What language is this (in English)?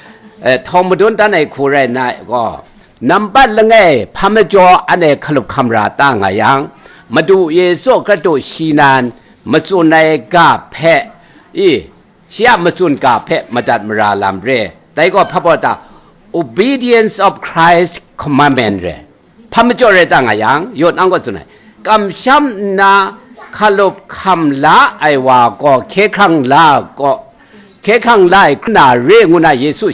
Kachin